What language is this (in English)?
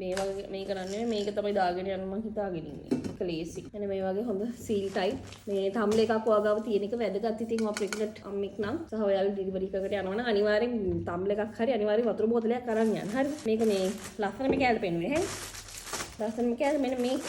Sinhala